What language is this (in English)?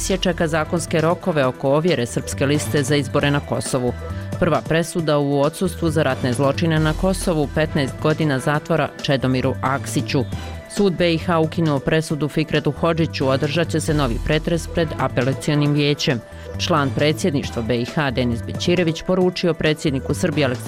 Bosnian